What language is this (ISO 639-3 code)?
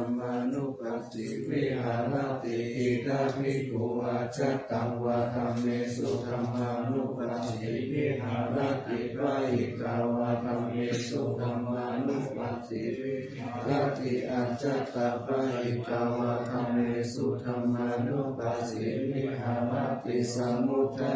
pli